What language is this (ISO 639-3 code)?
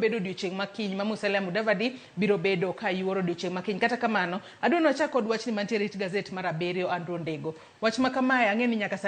luo